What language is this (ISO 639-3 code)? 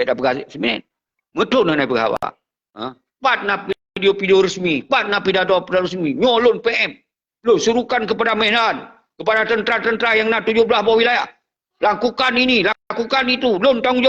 ace